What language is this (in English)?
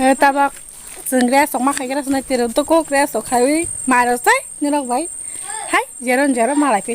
Kok Borok